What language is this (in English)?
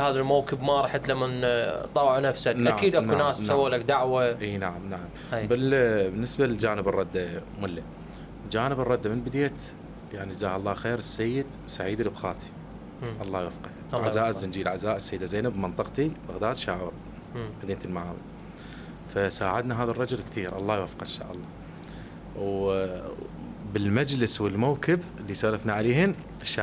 Mesopotamian Arabic